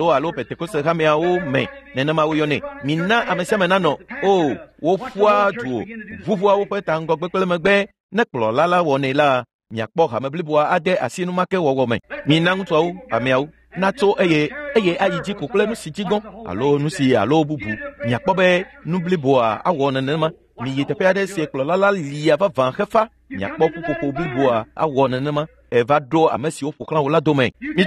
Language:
Ewe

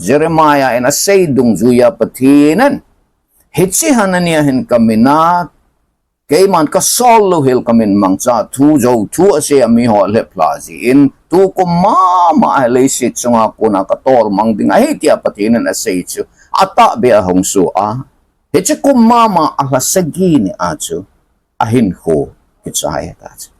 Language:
Thado Chin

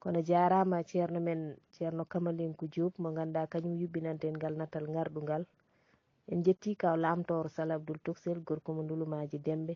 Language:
Fula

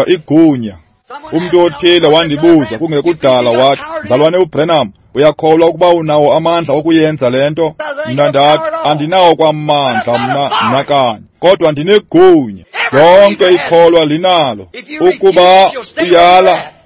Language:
Xhosa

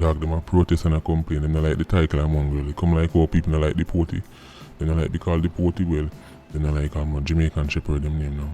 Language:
Jamaican Creole English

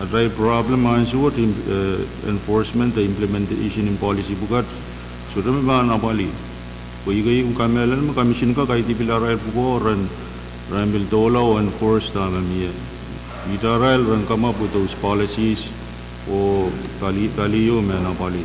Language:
Pohnpeian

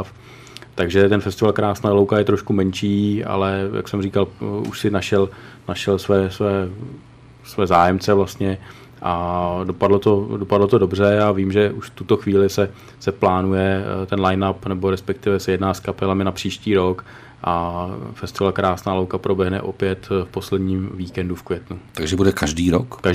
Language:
Czech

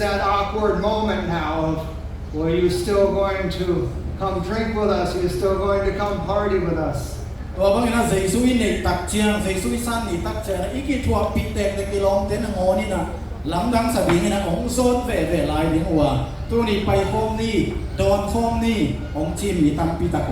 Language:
Tedim Chin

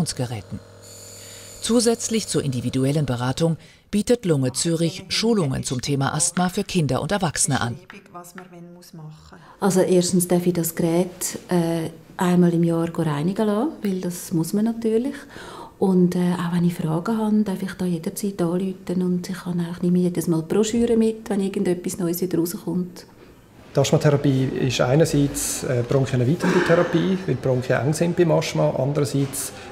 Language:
German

